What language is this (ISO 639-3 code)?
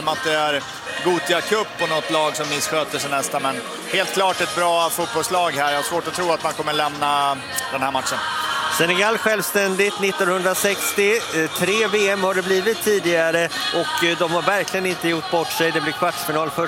swe